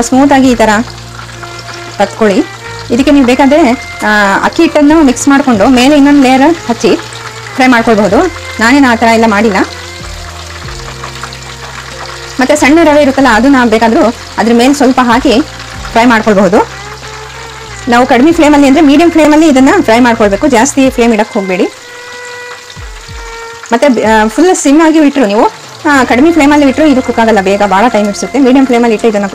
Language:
Kannada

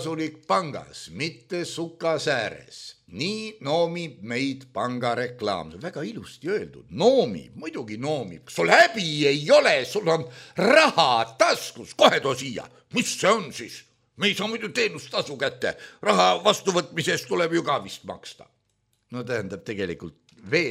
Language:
Estonian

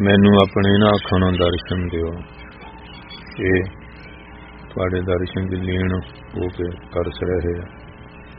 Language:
Punjabi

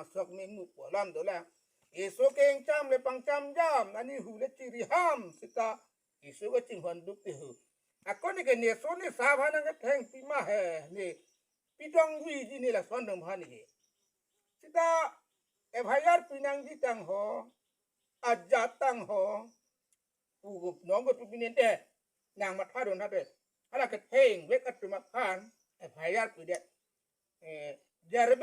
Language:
Karbi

